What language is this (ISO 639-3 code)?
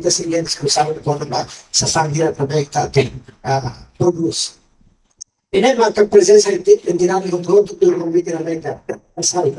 tet